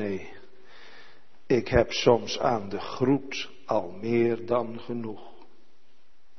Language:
Dutch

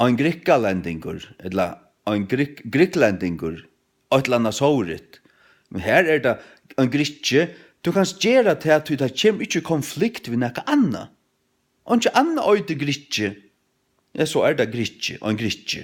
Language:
Faroese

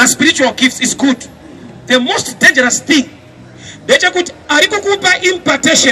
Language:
Shona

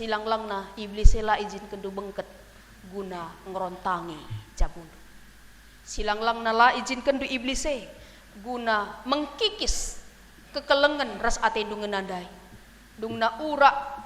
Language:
Batak Karo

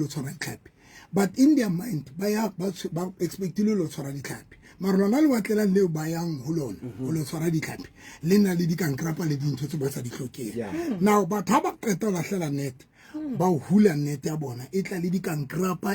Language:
Southern Sotho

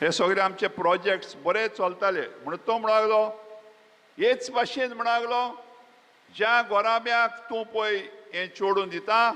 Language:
Konkani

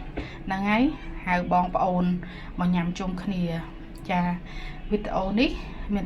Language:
Khmer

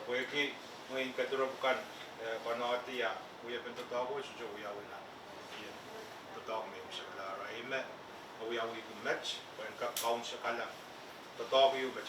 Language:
Pohnpeian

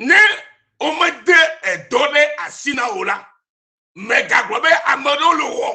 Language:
Ewe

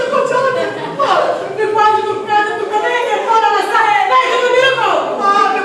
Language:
Sicilian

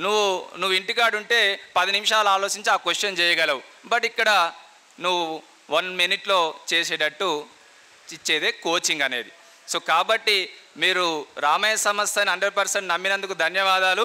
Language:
Telugu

